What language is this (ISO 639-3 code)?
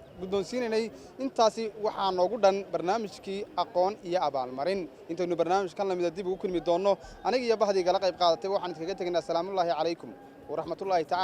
som